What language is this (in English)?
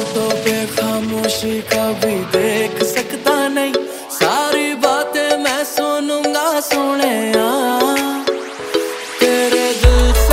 Hindi